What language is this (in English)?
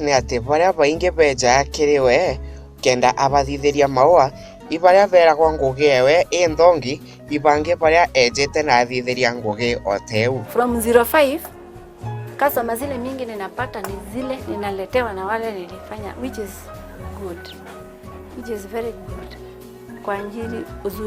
Meru